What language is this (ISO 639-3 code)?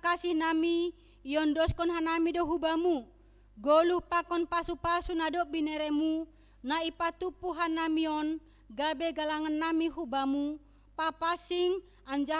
bts